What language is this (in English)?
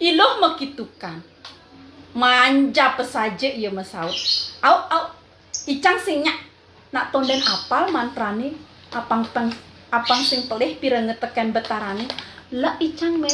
Balinese